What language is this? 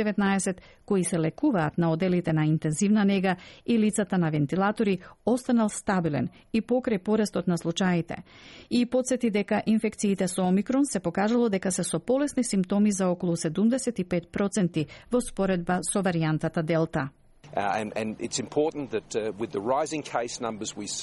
Macedonian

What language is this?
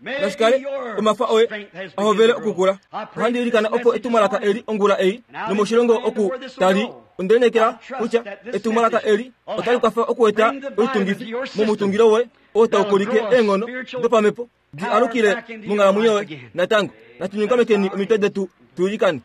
Kuanyama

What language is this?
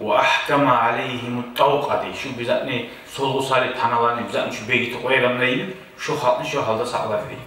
Kumyk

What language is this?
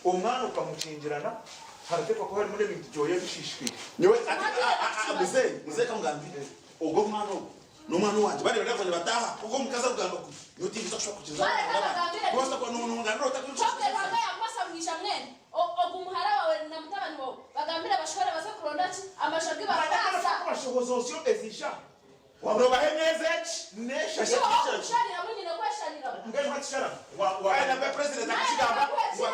Nyankole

